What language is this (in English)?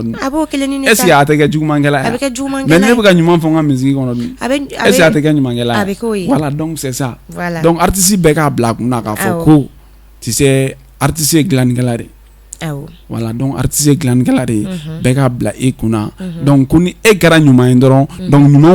Bambara